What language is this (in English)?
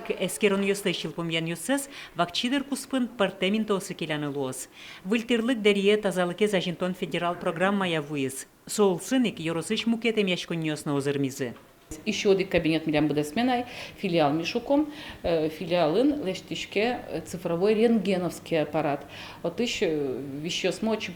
Udmurt